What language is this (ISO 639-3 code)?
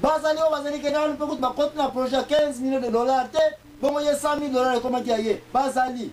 lin